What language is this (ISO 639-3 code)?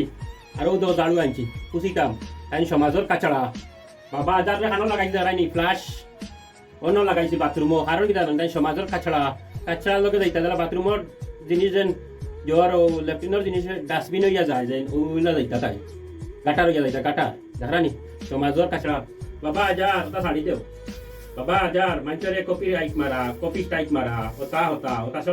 syl